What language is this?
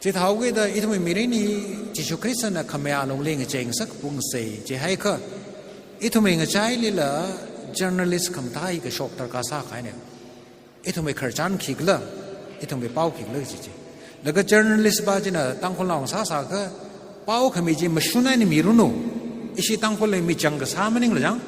Tangkhul Naga (India)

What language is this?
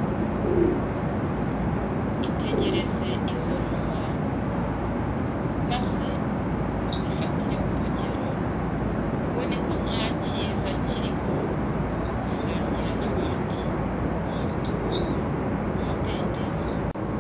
Kinyarwanda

